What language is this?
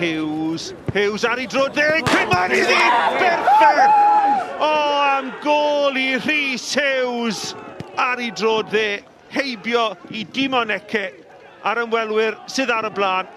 Welsh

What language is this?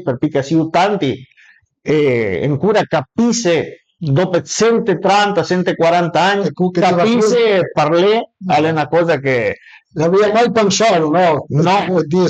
Piedmontese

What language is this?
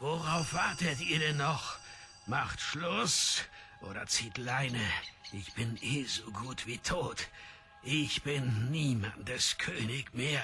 Swiss German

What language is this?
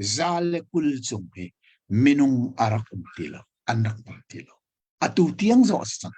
Hakha Chin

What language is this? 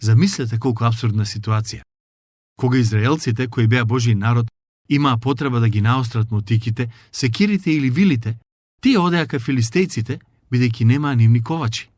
Macedonian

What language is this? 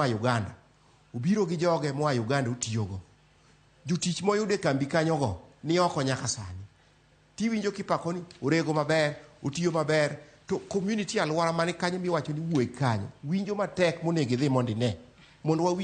Luo (Kenya and Tanzania)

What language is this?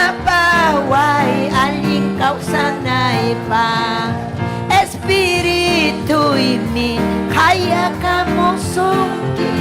Ayacucho Quechua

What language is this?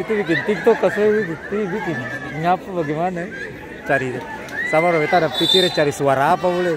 Ambonese Malay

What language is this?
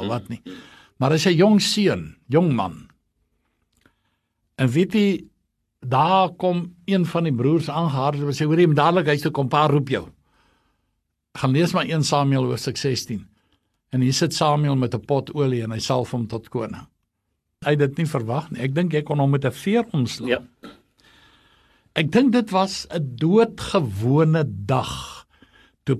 Afrikaans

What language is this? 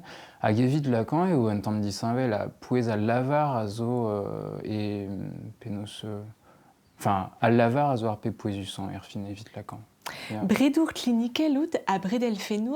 Breton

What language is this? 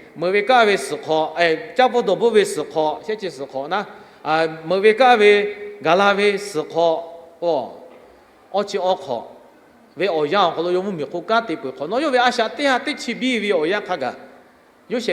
Lahu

